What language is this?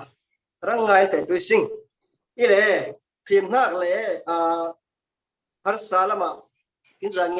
Falam Chin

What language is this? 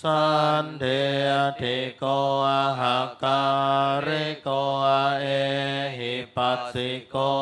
Pali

